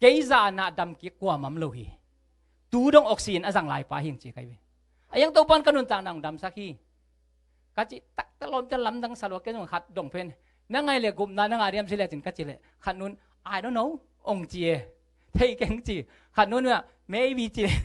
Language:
Tedim Chin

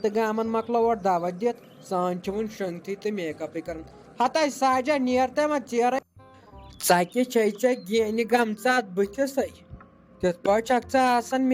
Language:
Kashmiri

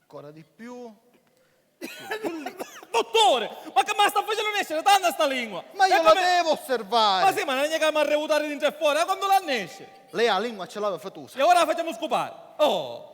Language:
Sicilian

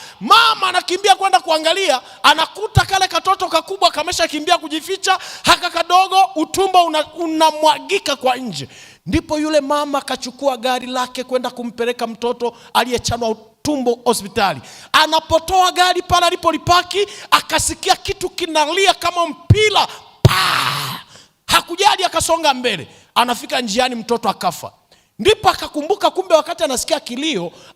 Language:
Swahili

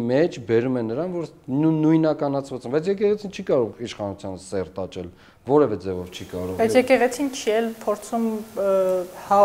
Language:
Armenian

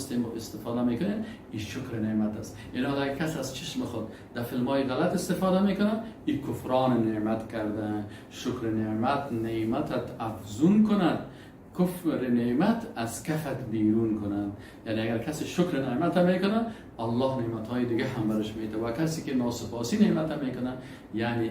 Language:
Persian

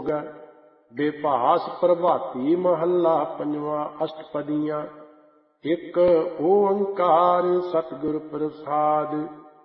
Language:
Punjabi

